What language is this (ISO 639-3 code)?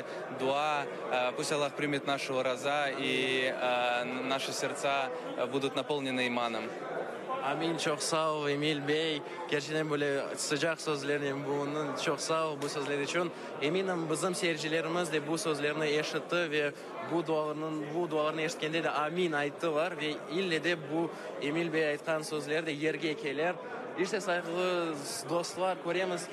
crh